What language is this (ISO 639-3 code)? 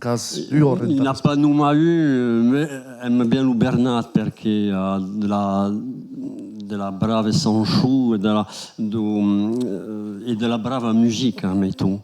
oci